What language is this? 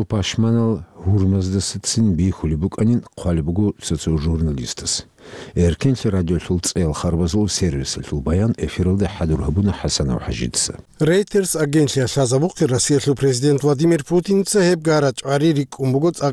Avaric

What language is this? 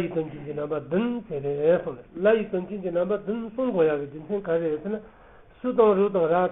Tibetan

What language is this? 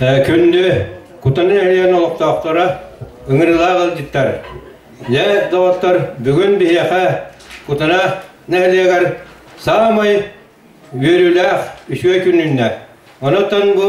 Yakut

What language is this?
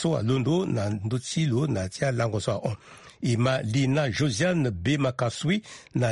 Sango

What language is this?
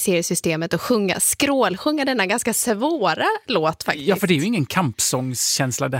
Swedish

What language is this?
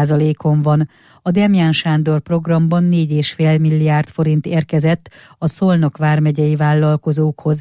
Hungarian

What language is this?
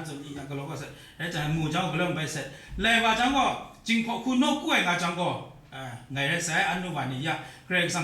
Kachin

